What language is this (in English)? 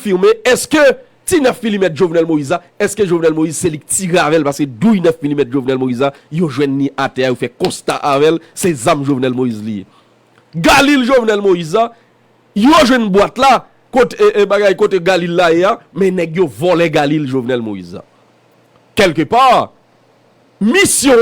Haitian Creole